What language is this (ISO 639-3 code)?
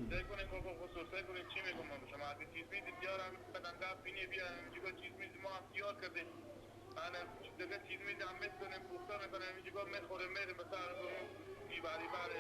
fas